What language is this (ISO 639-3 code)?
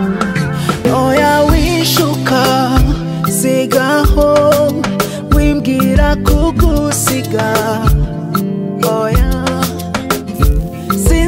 kin